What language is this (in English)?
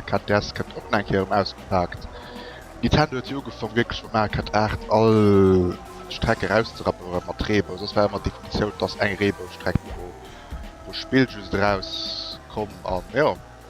Luxembourgish